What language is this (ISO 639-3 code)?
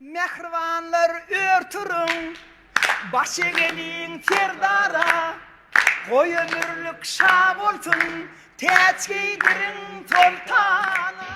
tuk